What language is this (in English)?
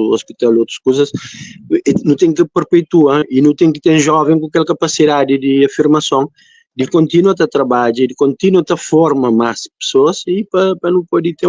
Kabuverdianu